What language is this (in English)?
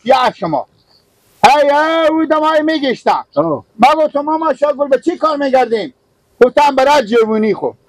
Persian